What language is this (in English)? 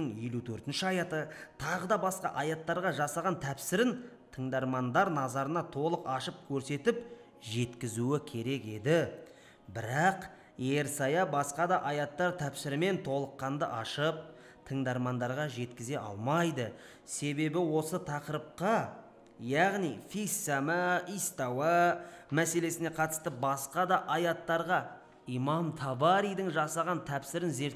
Kazakh